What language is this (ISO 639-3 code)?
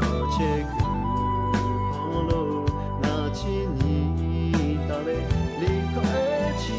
lhu